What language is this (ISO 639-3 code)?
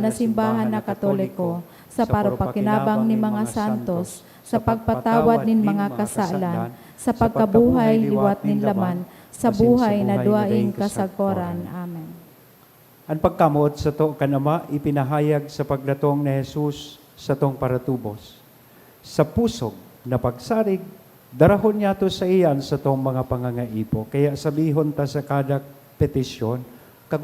bik